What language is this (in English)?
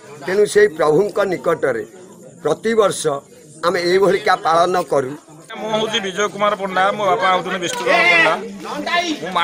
Odia